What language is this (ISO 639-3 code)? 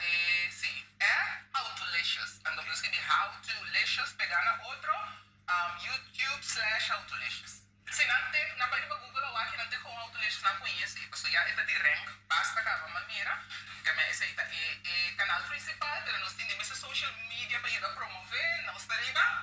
pap